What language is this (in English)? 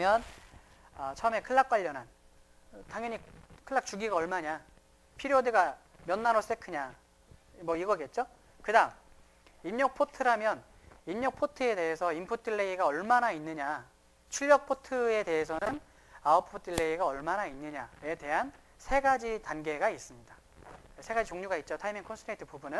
Korean